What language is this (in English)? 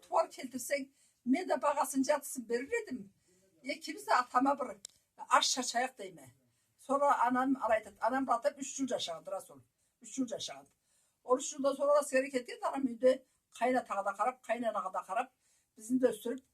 Karachay-Balkar